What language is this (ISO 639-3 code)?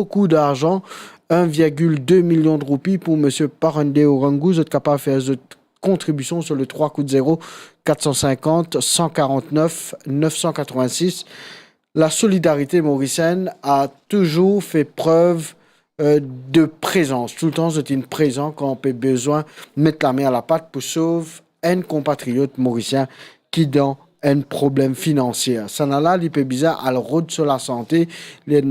mfe